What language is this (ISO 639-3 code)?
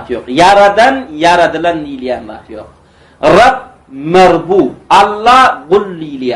tuk